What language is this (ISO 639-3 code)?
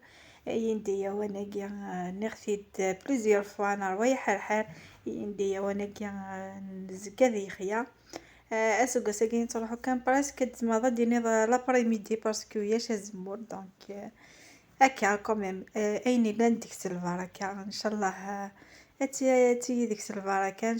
kab